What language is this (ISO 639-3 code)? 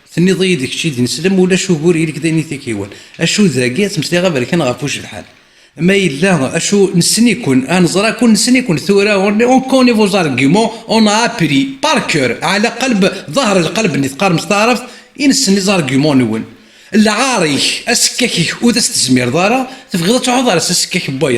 kab